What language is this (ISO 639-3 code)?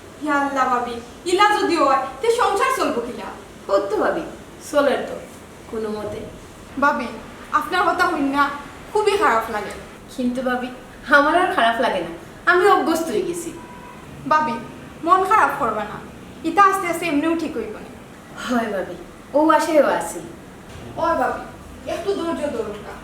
syl